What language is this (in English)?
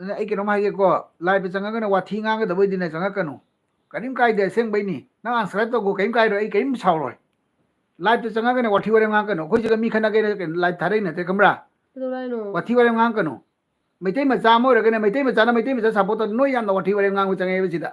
Manipuri